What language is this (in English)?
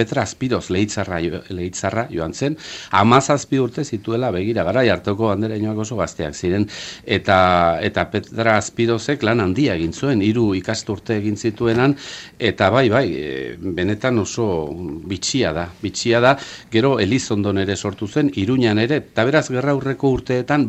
Basque